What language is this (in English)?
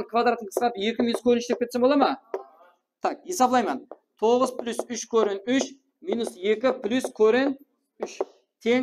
Kara-Kalpak